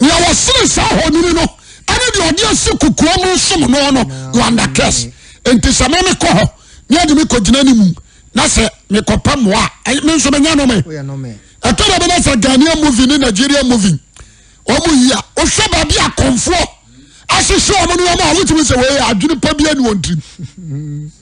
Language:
Akan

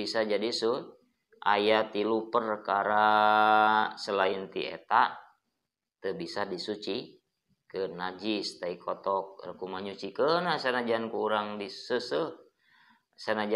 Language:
Sundanese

